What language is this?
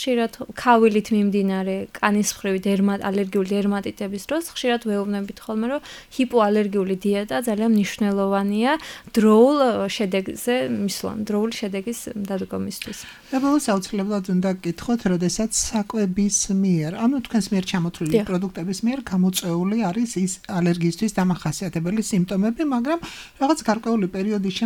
Georgian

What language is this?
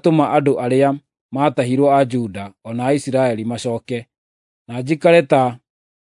Kikuyu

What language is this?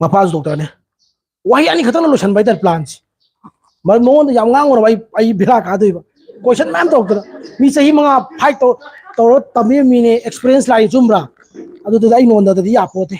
Manipuri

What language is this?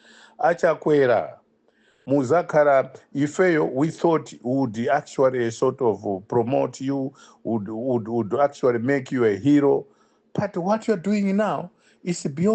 English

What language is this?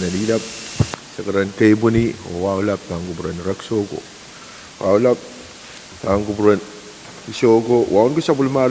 Pohnpeian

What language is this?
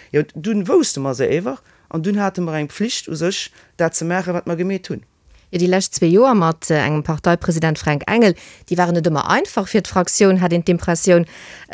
Luxembourgish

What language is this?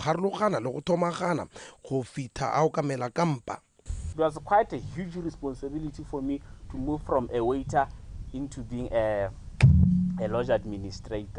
Tswana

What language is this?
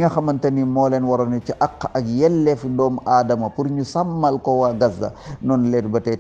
Wolof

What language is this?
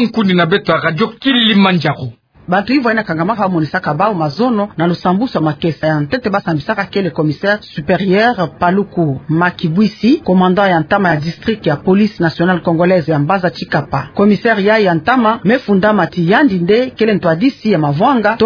Kituba (Democratic Republic of Congo)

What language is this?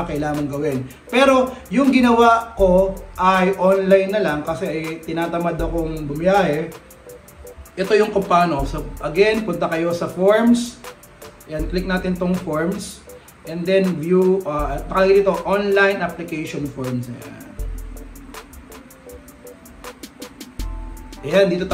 Filipino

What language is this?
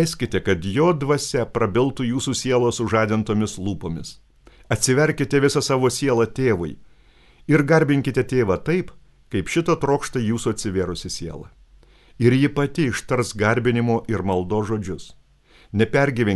Lithuanian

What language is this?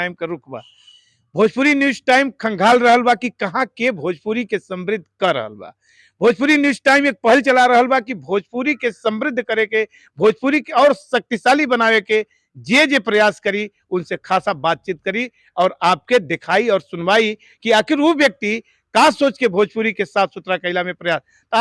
Bhojpuri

